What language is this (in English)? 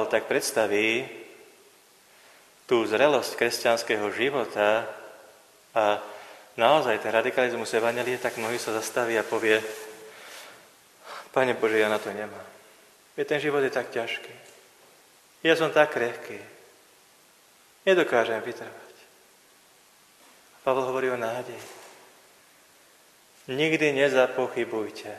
Slovak